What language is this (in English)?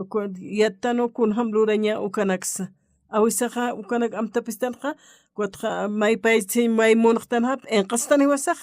Aymara